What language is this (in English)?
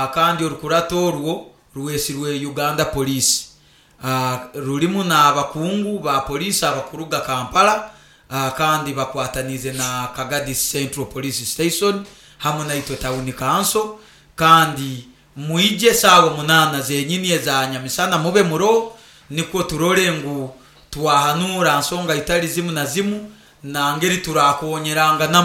Nyoro